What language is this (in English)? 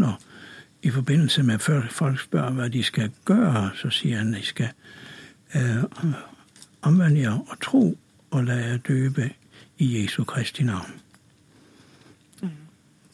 Danish